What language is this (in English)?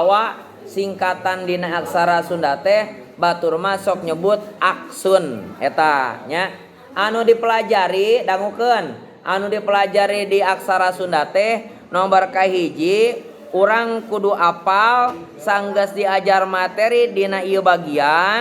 Sundanese